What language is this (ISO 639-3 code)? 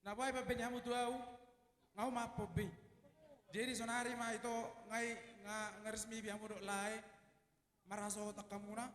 bbc